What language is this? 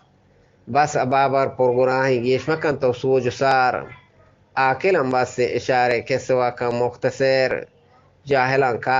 Eastern Balochi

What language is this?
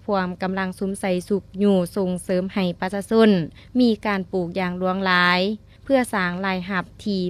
Lao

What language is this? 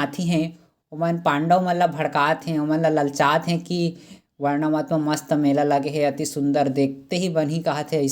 Chhattisgarhi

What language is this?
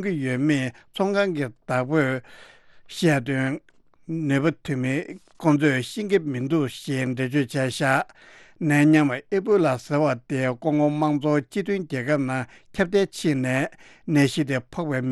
Tibetan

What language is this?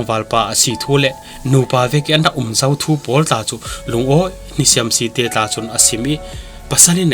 Falam Chin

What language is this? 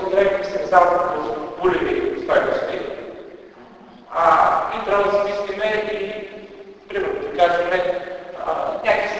Bulgarian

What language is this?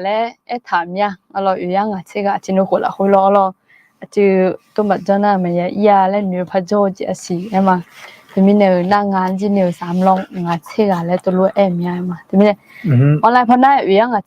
Akha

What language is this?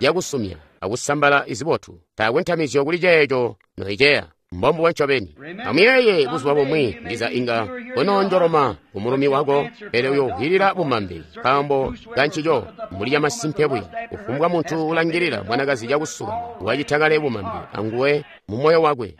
Tonga (Zambia)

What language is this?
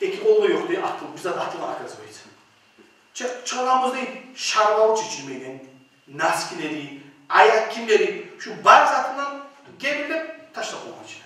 Kumyk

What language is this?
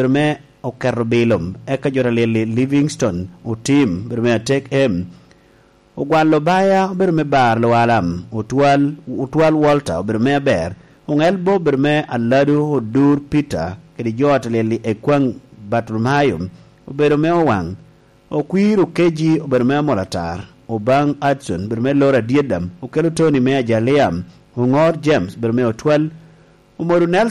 Lango (Uganda)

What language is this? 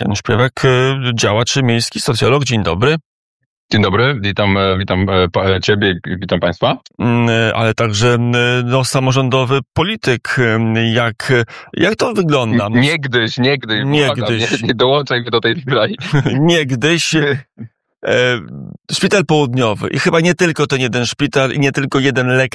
Polish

